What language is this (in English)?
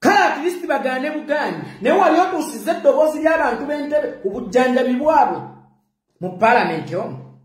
Ganda